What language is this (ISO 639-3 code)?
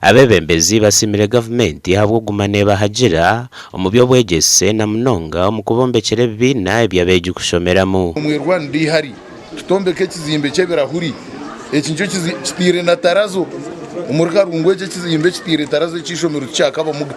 nyn